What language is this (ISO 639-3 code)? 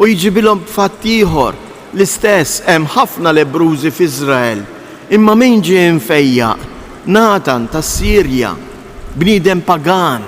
mlt